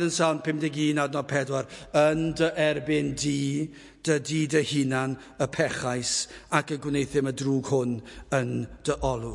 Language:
Welsh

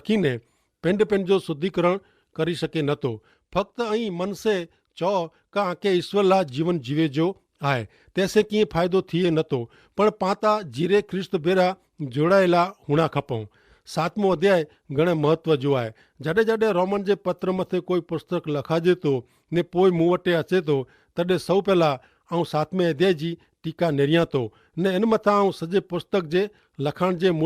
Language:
Kachhi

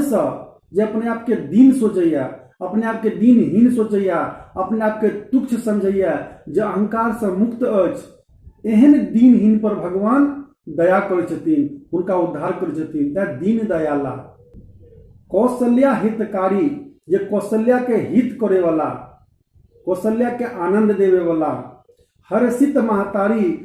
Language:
Maithili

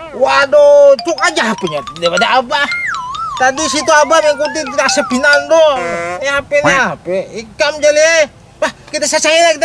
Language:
Banjar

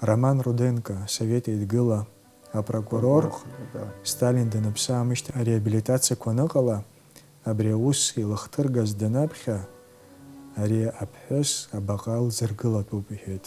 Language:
Abkhazian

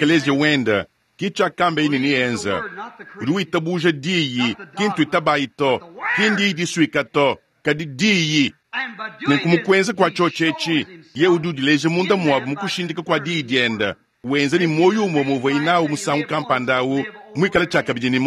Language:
Luba-Lulua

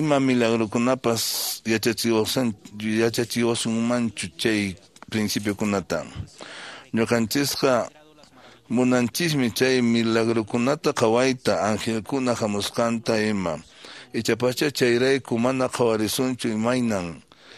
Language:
Quechua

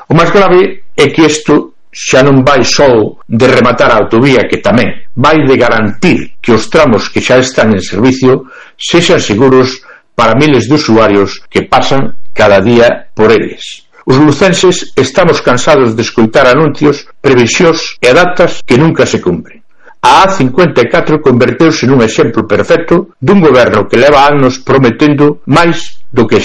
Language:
Galician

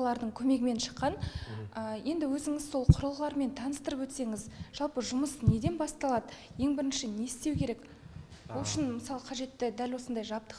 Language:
Kazakh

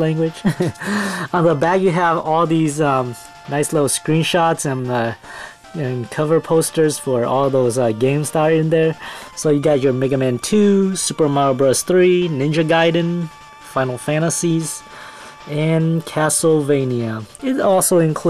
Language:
English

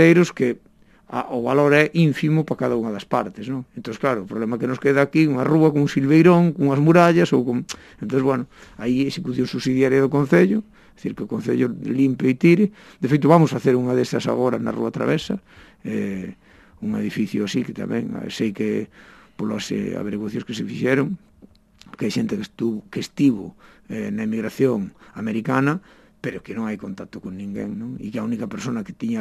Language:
Galician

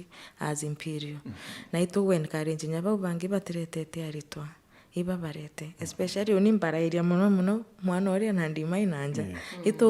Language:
Meru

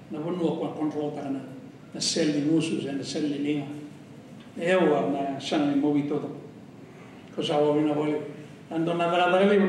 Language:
Fijian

